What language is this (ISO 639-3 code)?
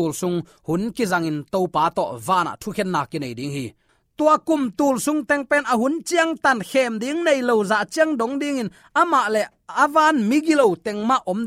ctd